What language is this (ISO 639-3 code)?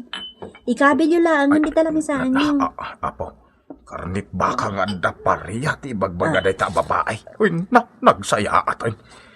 ilo